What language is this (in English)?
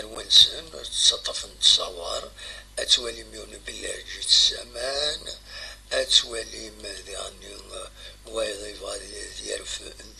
Kabyle